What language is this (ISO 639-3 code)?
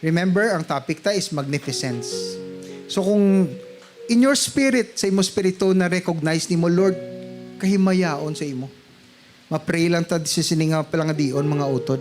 hil